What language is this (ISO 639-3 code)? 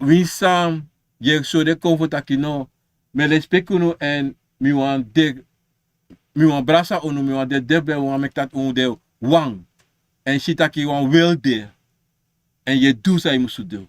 srn